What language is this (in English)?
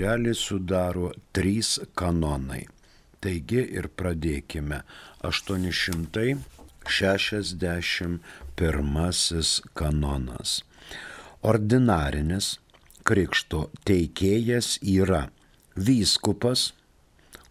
Lithuanian